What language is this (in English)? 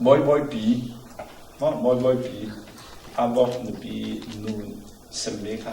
Falam Chin